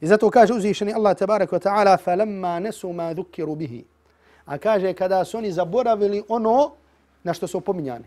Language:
Bosnian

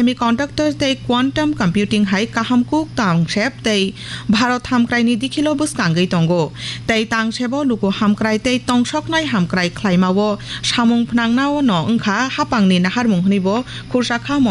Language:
Kok Borok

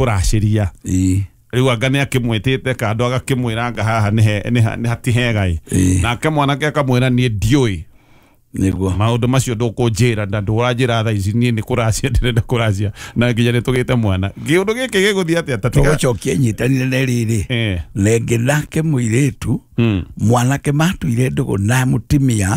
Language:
Kikuyu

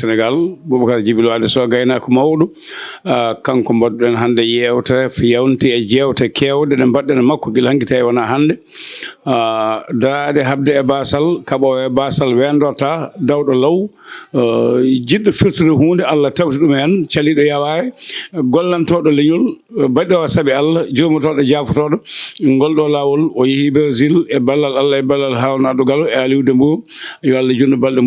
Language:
Fula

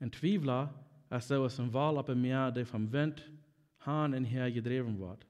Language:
Plautdietsch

